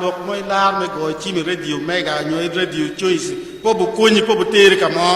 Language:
Acoli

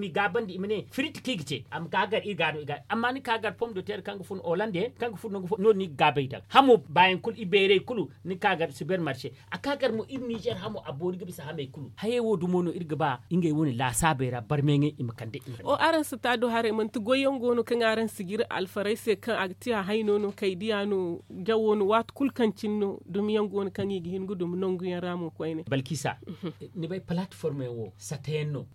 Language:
Zarma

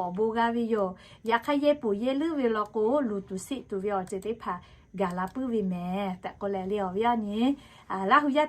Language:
Lahu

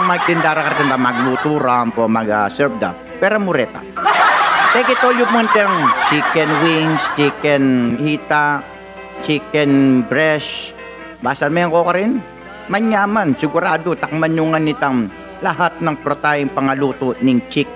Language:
Pampanga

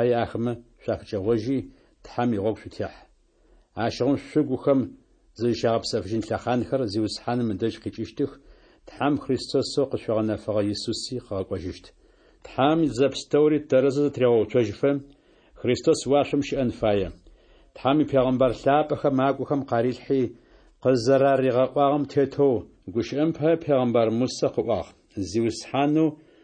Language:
Adyghe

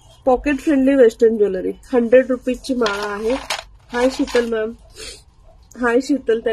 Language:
Marathi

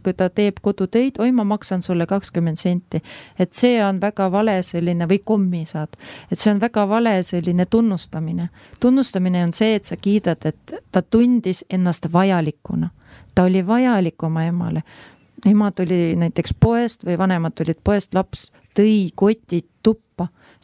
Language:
Estonian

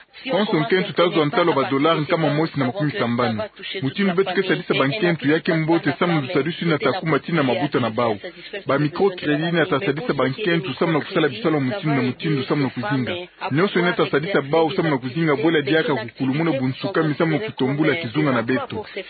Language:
Kituba (Democratic Republic of Congo)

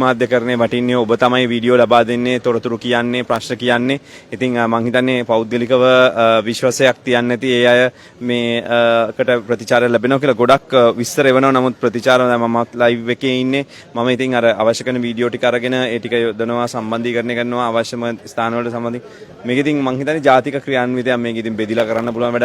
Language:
Sinhala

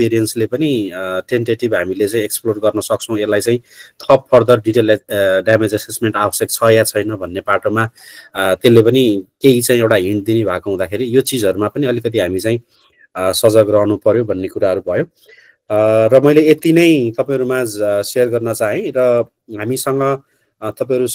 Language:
Nepali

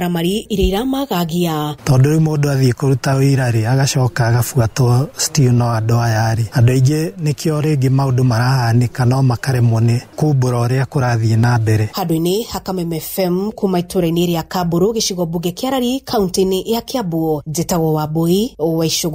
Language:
Kikuyu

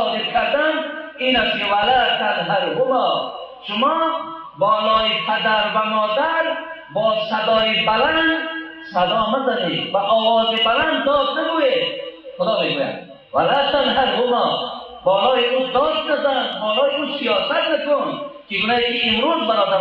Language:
Tajik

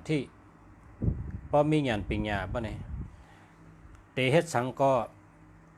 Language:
Shan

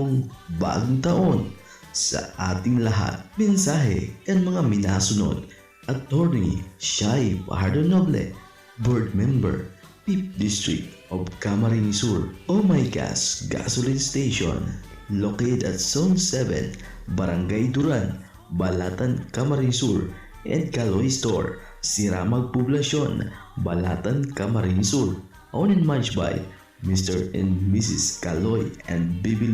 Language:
Bikol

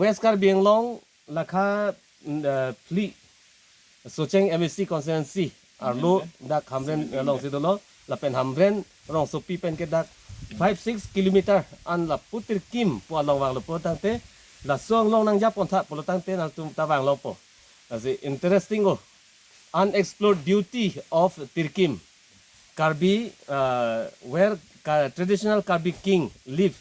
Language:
Karbi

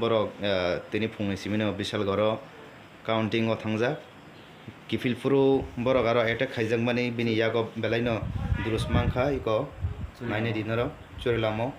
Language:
Kok Borok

